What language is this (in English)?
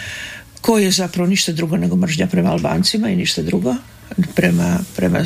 Serbian